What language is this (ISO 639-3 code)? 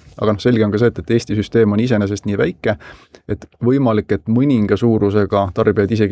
est